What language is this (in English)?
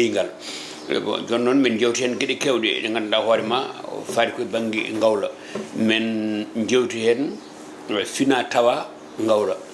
Fula